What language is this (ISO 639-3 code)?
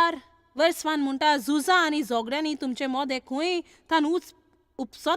kok